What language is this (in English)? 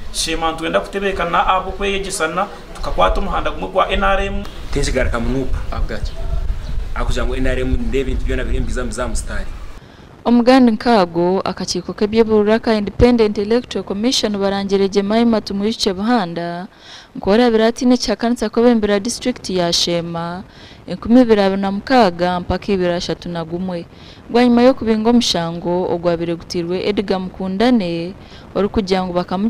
Nyankole